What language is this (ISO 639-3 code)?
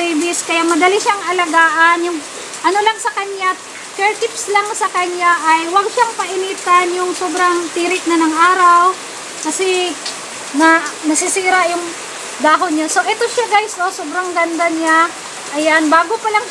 fil